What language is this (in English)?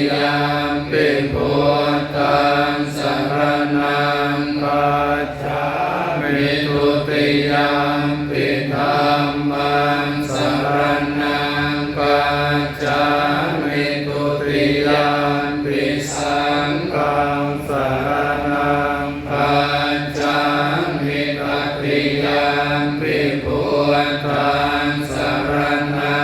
Pali